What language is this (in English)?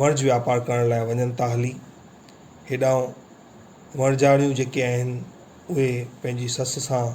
Sindhi